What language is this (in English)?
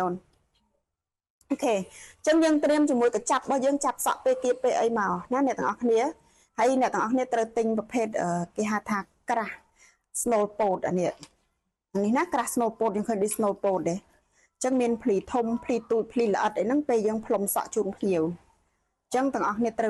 Khmer